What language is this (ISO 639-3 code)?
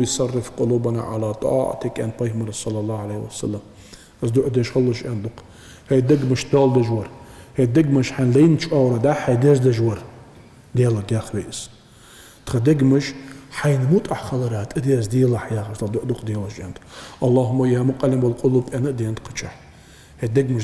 inh